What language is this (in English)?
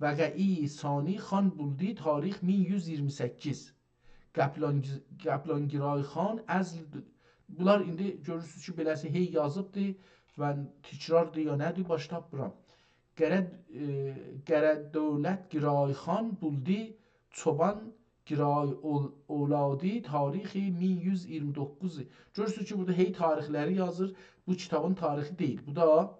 South Azerbaijani